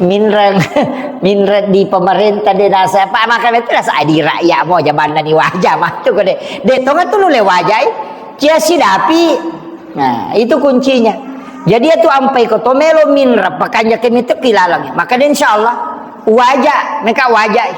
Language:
Buginese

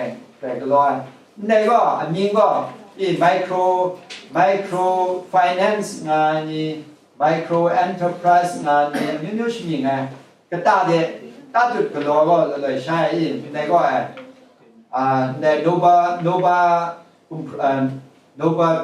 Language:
Kachin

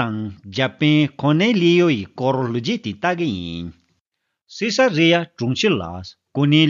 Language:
Tibetan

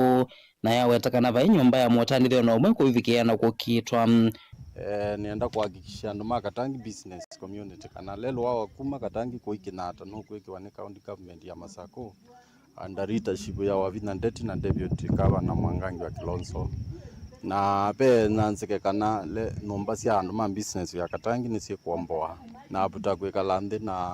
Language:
Kamba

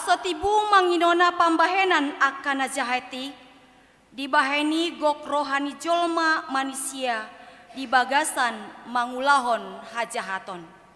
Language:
Batak Toba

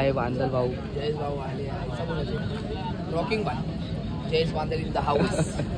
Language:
Marathi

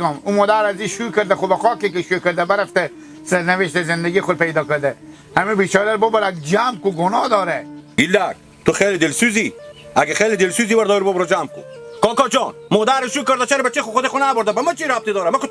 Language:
Hazaragi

